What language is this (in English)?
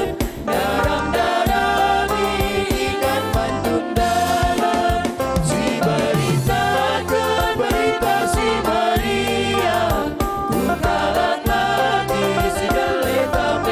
Batak Karo